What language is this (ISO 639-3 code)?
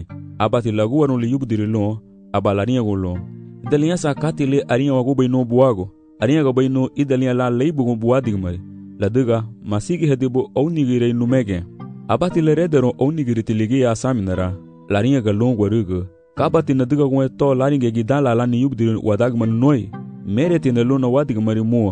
cab